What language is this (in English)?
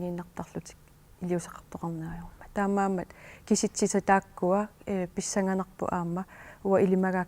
Kalaallisut